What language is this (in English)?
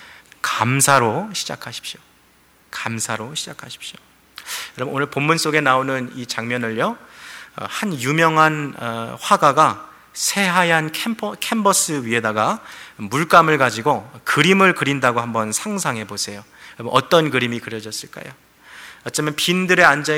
Korean